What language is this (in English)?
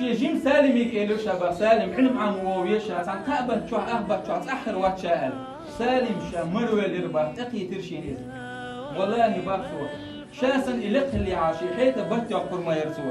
Chechen